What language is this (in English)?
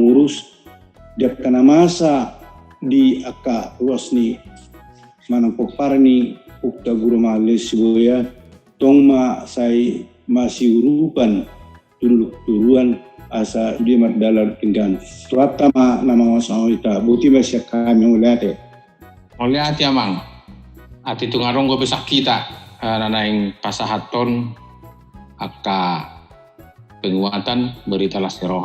Batak Toba